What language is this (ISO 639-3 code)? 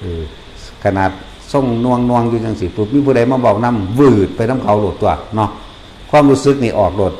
lao